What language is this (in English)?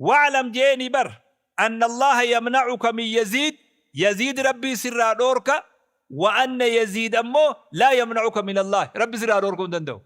Oromo